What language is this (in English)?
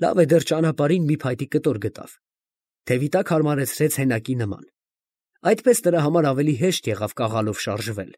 Armenian